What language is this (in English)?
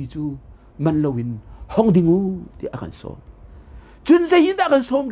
Hakha Chin